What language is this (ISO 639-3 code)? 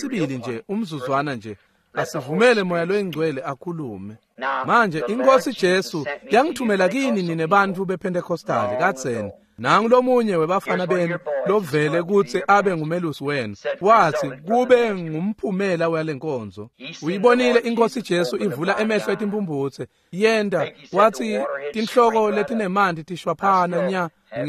ssw